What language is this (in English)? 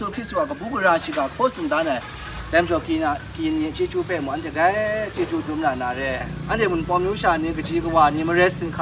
Kachin